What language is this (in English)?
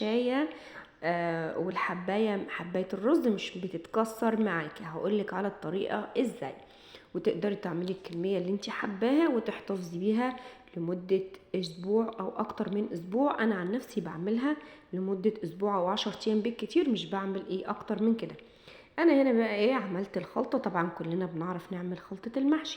Egyptian Arabic